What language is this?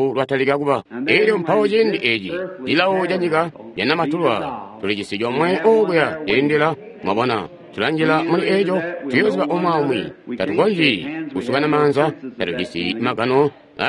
Tonga (Zambia)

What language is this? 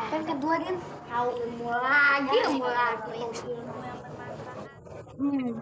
Betawi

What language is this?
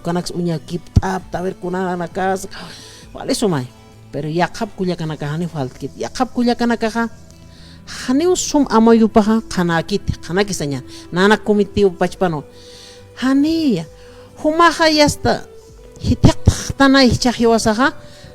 Aymara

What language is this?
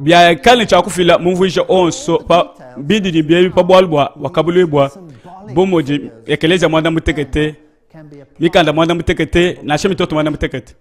Luba-Lulua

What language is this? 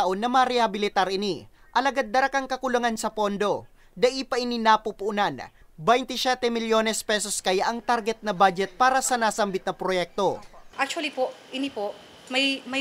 Bikol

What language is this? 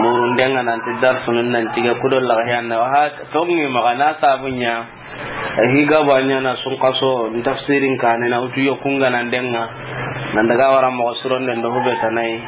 Soninke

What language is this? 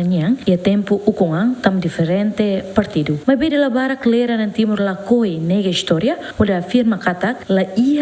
Tetum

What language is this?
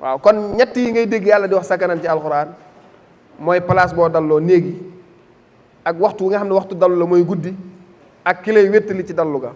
Wolof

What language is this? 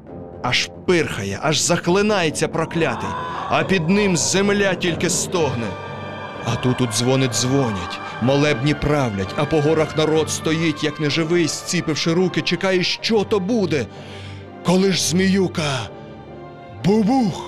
Ukrainian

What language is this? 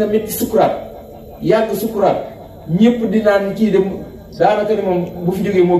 Wolof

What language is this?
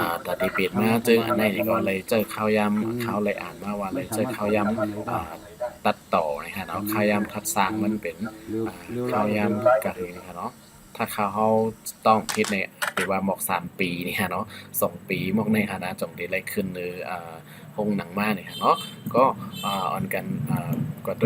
Shan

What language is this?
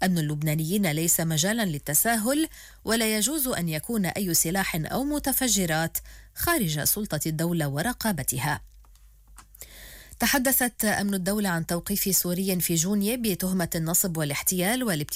Arabic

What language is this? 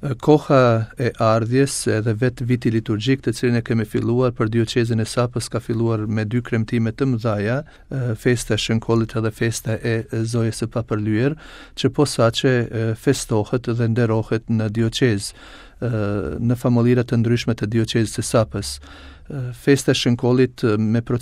Albanian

